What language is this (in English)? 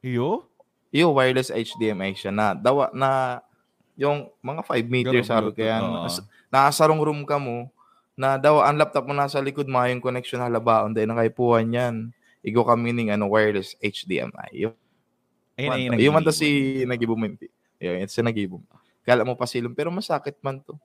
Bikol